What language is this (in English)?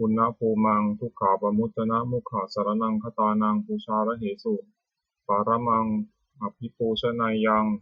Pali